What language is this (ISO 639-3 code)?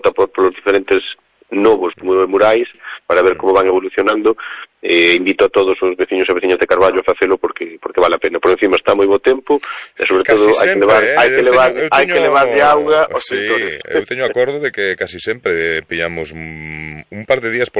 glg